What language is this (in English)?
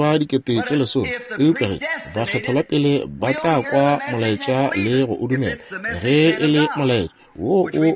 Northern Sotho